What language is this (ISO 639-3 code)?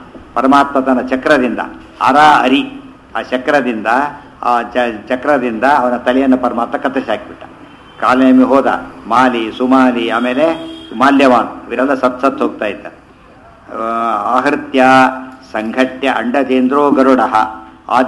kan